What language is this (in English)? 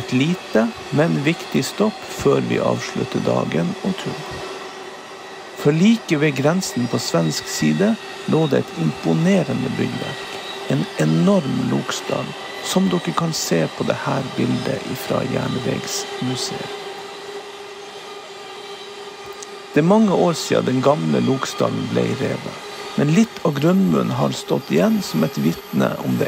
Norwegian